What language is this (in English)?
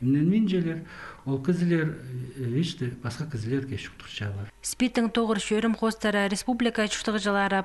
Khakas